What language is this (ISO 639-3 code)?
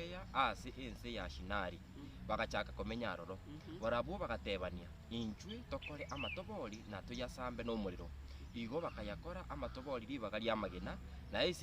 guz